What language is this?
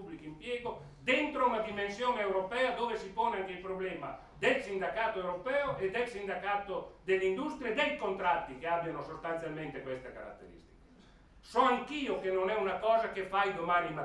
Italian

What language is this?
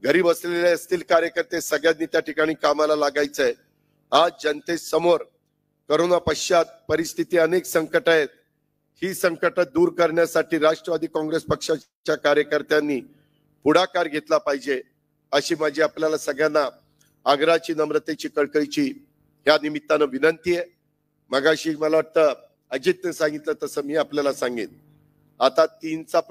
Marathi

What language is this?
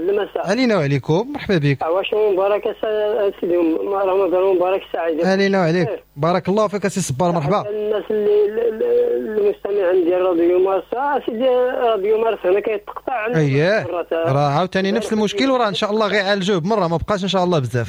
Moroccan Arabic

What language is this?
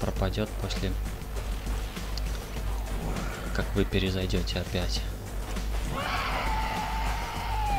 Russian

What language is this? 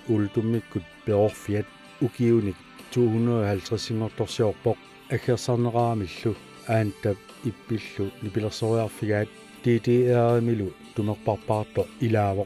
Kalaallisut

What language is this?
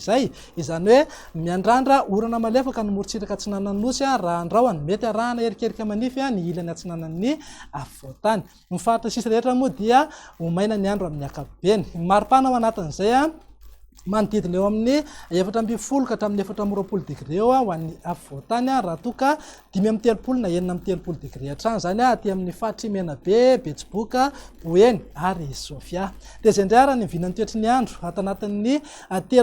Malagasy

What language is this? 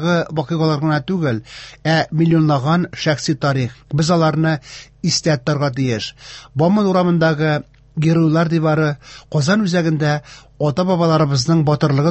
Tatar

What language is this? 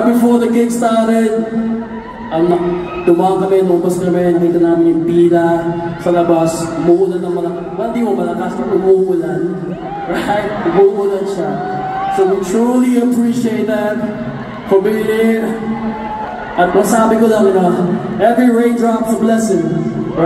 Filipino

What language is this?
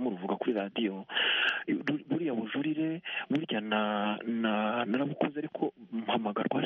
Kinyarwanda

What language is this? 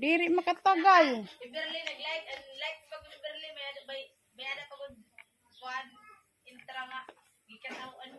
Waray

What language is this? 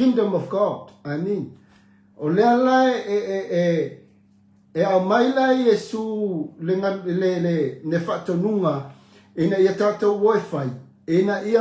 Samoan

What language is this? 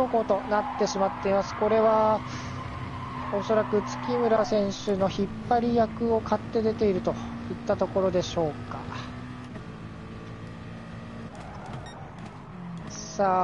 Japanese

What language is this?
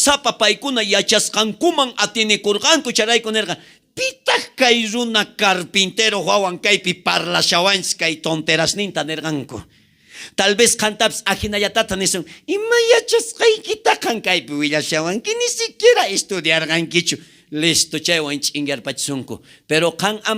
South Bolivian Quechua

